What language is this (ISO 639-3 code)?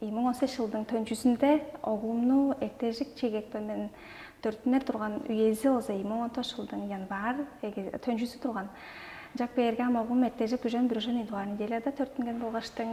tyv